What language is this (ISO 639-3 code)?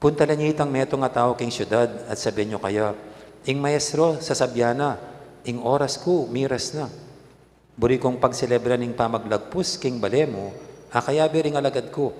pam